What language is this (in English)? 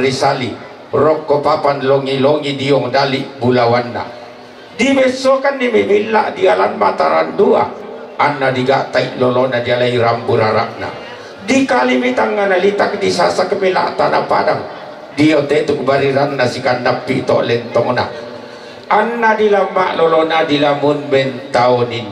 Toraja-Sa'dan